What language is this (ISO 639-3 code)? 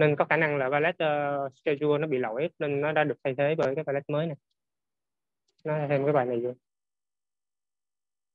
vie